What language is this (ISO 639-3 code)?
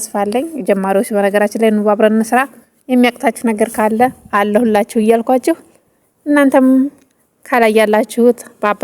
amh